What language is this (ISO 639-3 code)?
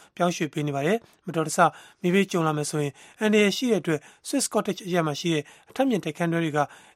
mya